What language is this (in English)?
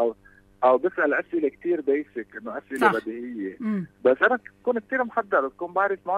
North Levantine Arabic